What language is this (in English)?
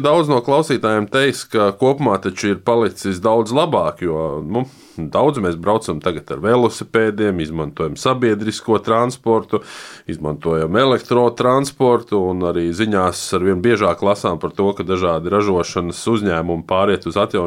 Latvian